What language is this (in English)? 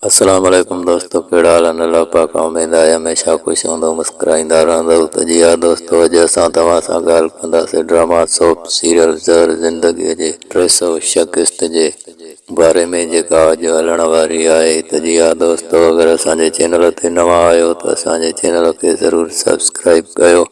Sindhi